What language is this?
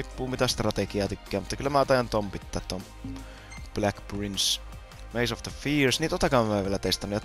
Finnish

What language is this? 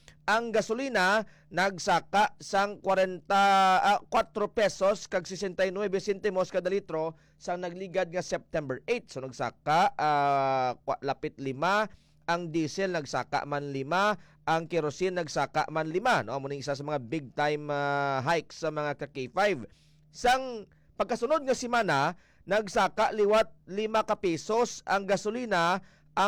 Hiligaynon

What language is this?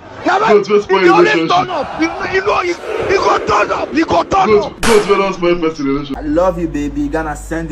Nigerian Pidgin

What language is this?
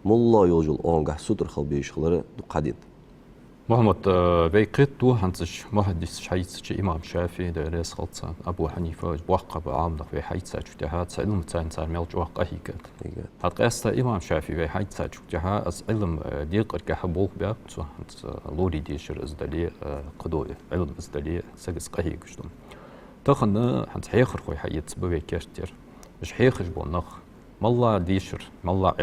Ingush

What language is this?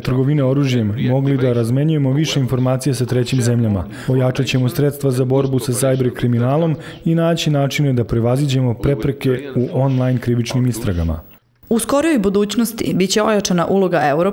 Serbian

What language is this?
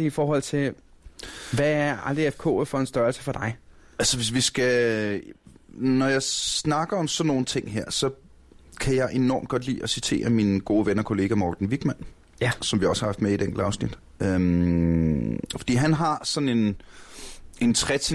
Danish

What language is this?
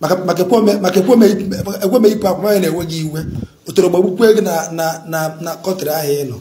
Igbo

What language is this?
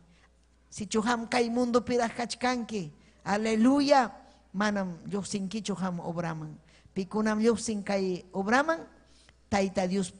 Ayacucho Quechua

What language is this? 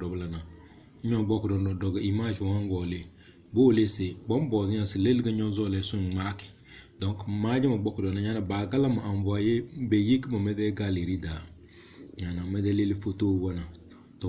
Tem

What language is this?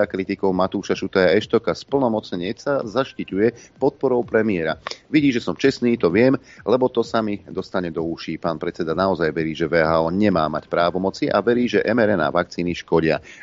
Slovak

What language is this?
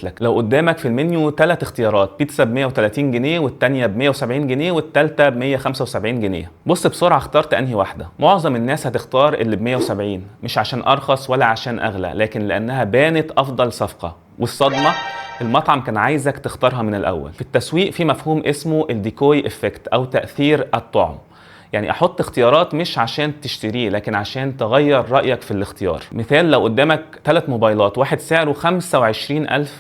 Egyptian Arabic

